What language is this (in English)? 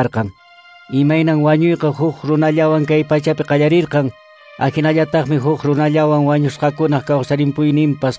Quechua